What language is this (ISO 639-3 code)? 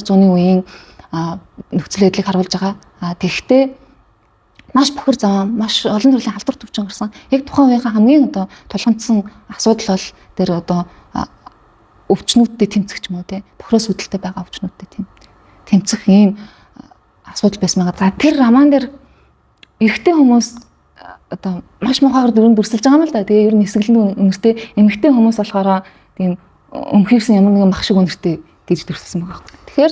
mon